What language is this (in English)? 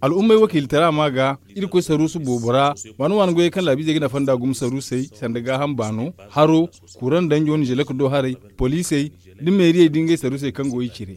Zarma